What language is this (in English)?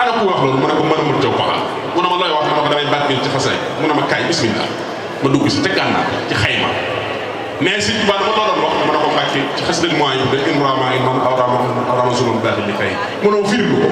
Wolof